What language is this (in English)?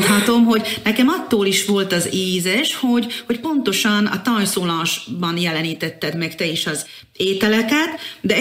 Hungarian